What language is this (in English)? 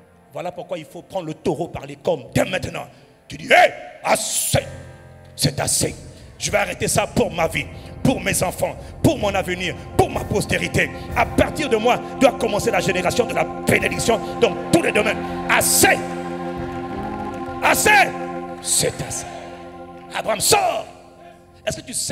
French